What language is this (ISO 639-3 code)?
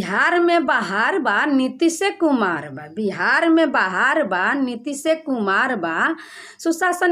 bho